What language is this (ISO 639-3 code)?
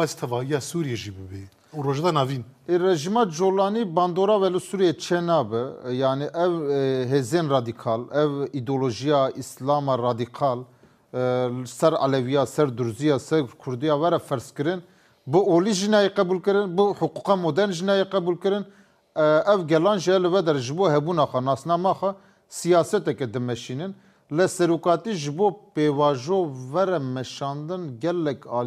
kur